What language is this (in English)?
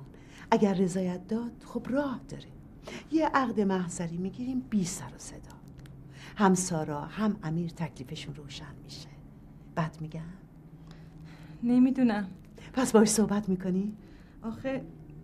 Persian